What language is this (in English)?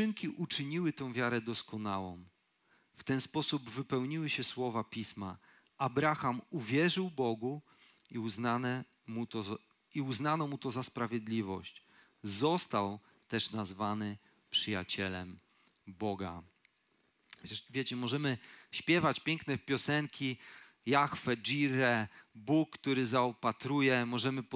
Polish